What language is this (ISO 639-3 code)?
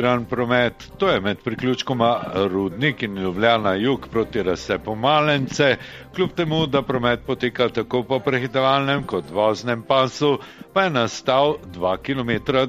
slv